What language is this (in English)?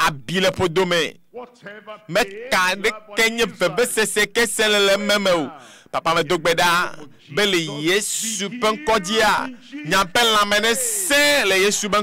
Ewe